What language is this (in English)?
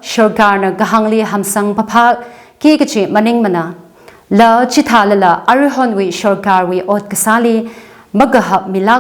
Tangkhul Naga (India)